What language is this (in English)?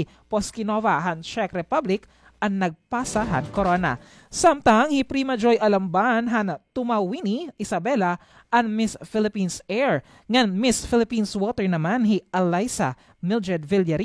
Waray